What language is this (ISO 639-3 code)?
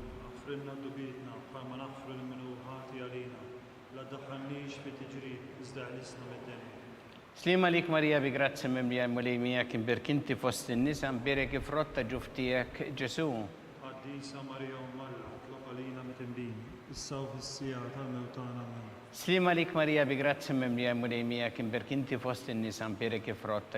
mlt